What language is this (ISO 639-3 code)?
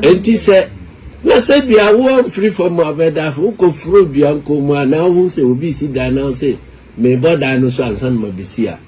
aka